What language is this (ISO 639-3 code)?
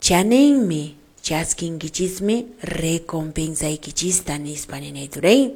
que